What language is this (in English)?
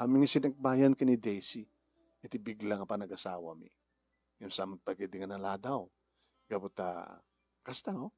Iloko